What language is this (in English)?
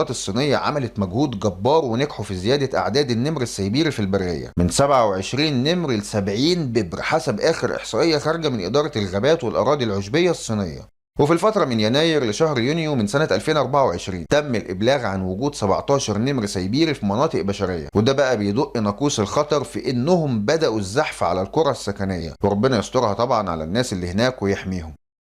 Egyptian Arabic